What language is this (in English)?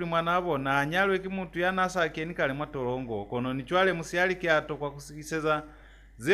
Lozi